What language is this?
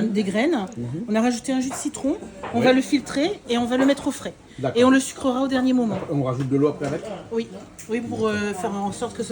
Réunion Creole French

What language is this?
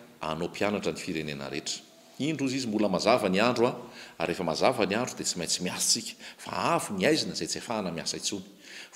Malagasy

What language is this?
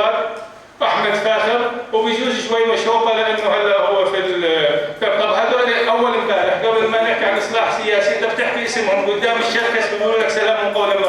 North Levantine Arabic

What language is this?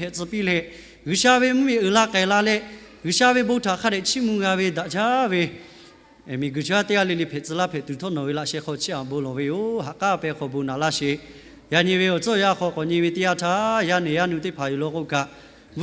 Lahu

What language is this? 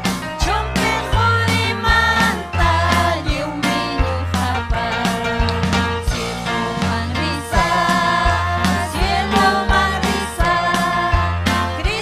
Ayacucho Quechua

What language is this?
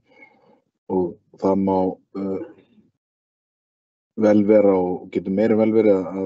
Icelandic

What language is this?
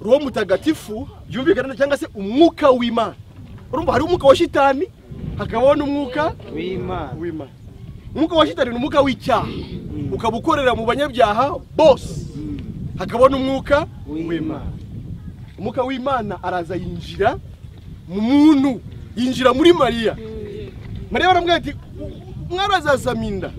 Kinyarwanda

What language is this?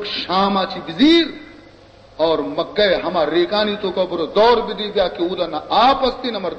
Baluchi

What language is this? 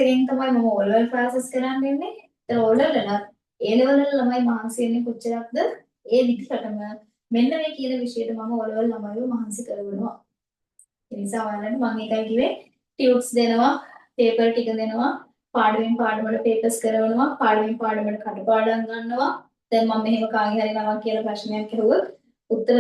Sinhala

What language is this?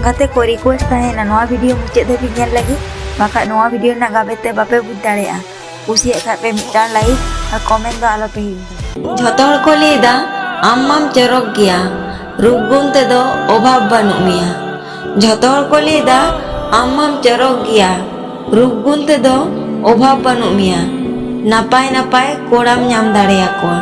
Santali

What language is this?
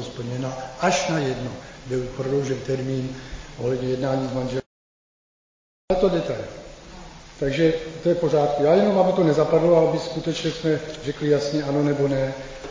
Czech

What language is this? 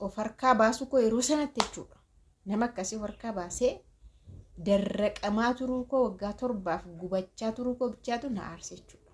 Oromo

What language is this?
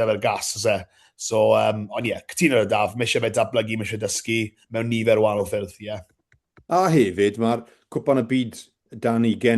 Welsh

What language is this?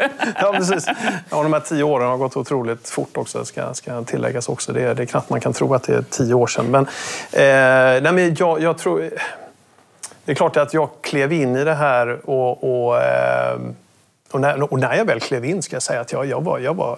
Swedish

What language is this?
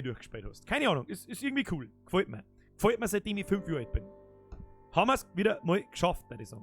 Bavarian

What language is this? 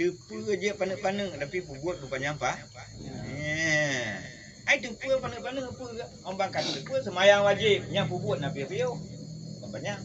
Achinese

